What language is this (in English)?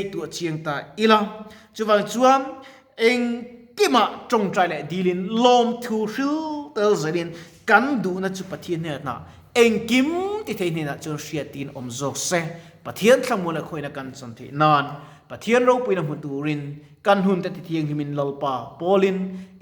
Mizo